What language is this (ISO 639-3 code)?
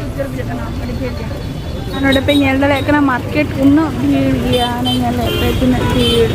sat